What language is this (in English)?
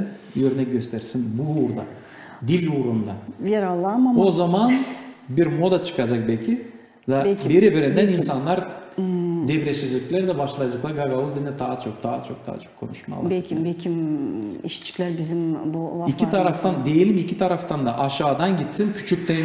Gagauz